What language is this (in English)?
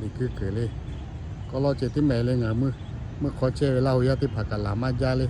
Lahu